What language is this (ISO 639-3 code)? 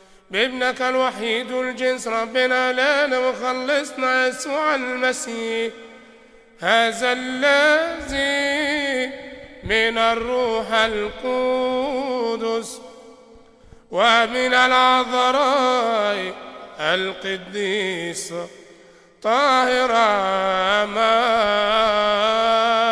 ara